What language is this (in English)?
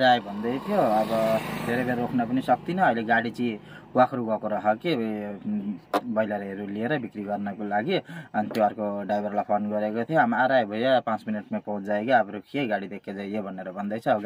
Nepali